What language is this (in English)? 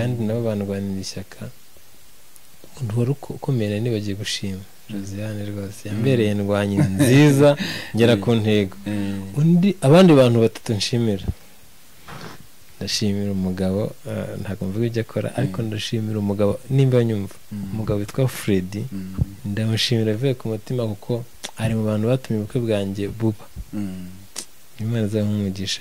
Kinyarwanda